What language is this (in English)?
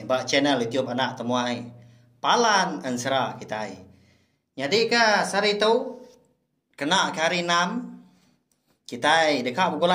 Iban